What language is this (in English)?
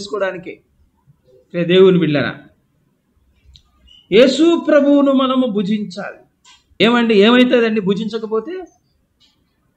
Telugu